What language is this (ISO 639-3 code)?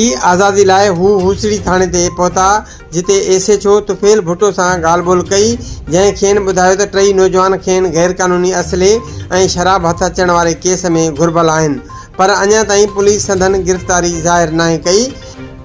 snd